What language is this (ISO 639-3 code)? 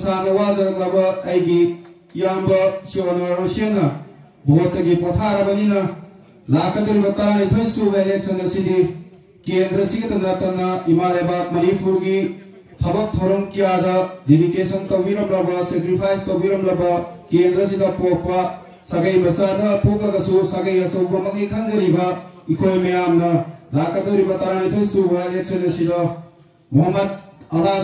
mni